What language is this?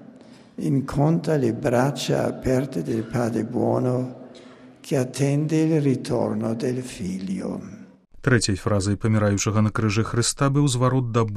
Belarusian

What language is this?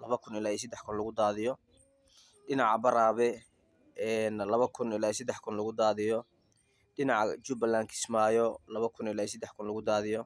Somali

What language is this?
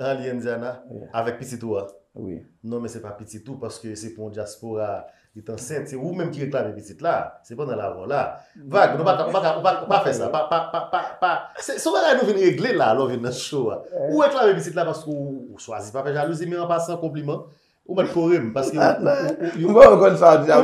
Haitian Creole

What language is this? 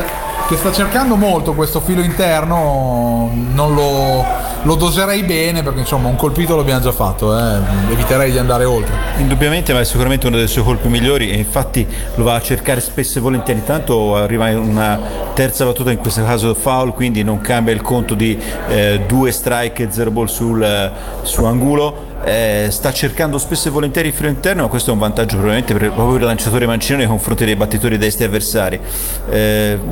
Italian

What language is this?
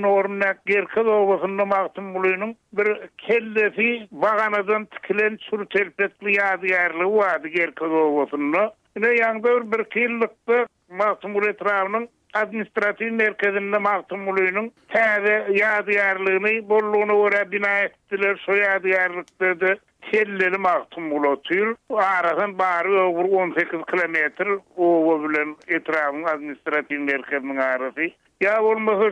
Turkmen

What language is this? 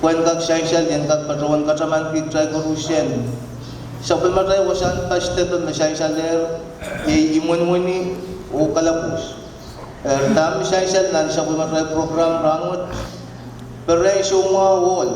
Pohnpeian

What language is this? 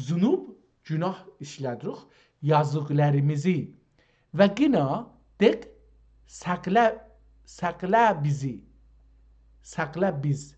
South Azerbaijani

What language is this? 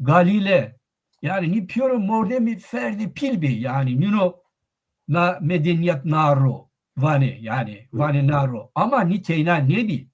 Zaza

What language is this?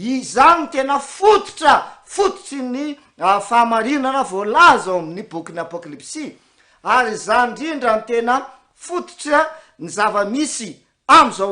Malagasy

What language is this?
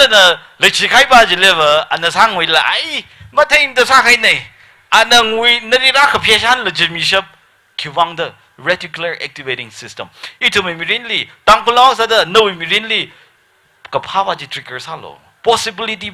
Tangkhul Naga (India)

